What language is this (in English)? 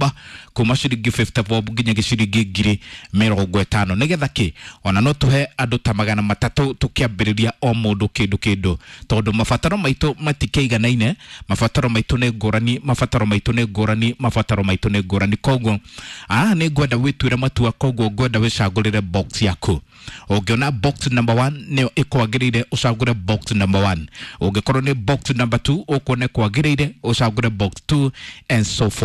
Kikuyu